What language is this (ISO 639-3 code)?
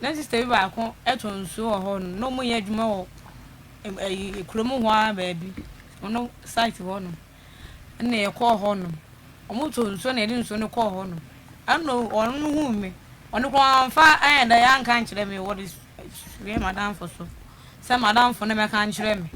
aka